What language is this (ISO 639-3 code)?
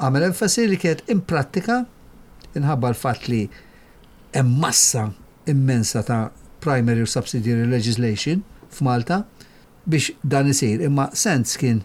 mlt